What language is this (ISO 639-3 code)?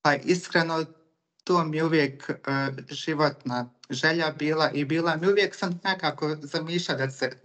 bos